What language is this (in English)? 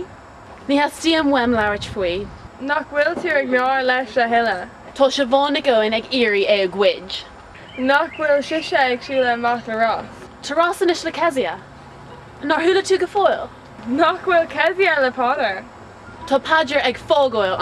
Irish